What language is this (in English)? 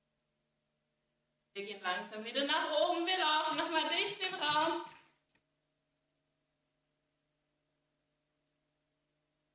German